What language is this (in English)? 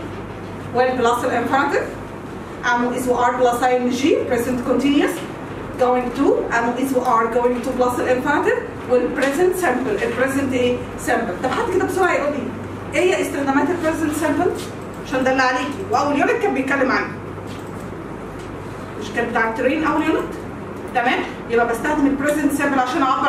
Egyptian Arabic